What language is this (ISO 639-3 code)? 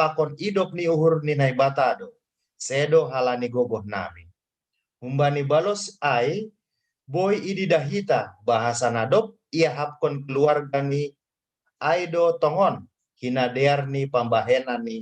bts